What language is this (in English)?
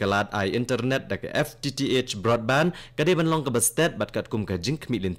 Khasi